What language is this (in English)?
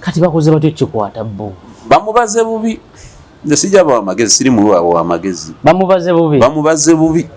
Ganda